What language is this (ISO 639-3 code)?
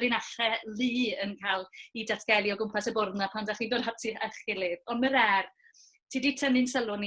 cym